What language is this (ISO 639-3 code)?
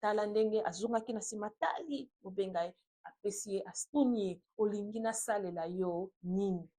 lin